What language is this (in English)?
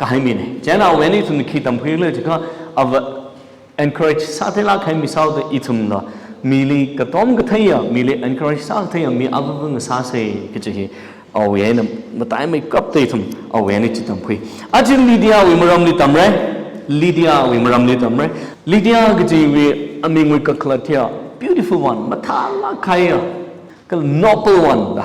Tangkhul Naga (India)